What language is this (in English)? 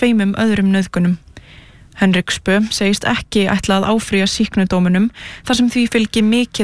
Icelandic